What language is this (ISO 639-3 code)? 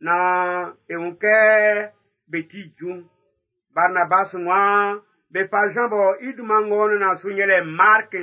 bci